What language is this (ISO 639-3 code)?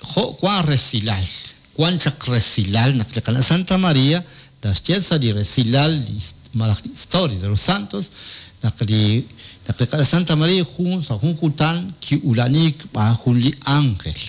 kek